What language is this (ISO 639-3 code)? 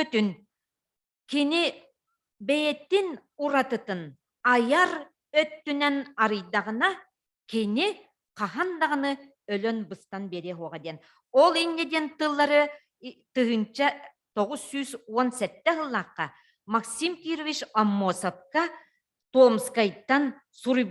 sah